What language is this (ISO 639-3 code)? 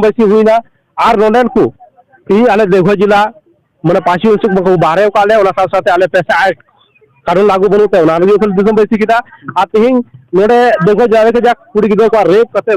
sat